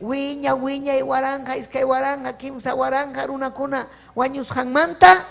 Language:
Ayacucho Quechua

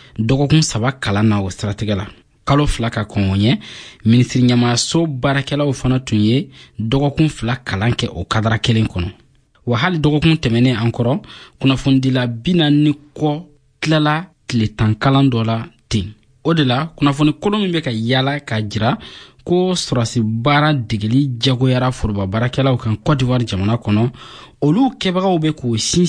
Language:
Bambara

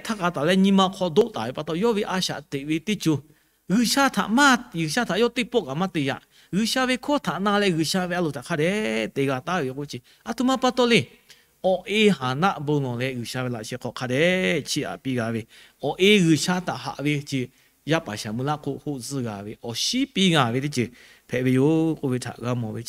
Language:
Lahu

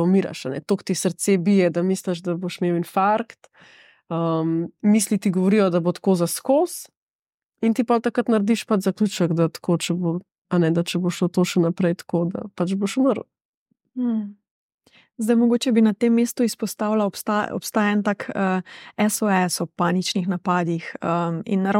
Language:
Slovenian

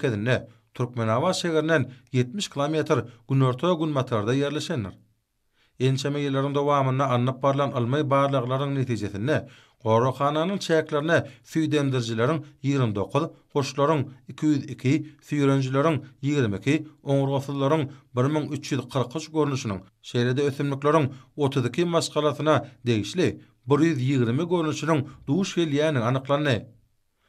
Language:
Turkmen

